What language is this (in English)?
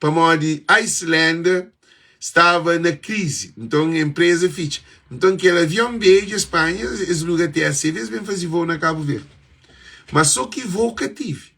Kabuverdianu